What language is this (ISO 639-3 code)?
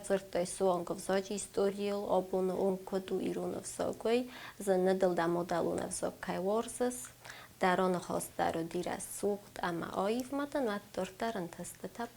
oss